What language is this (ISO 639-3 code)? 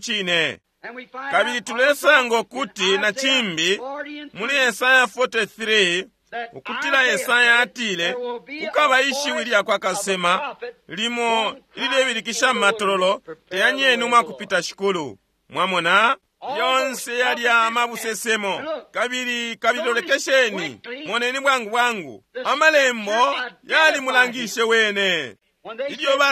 bem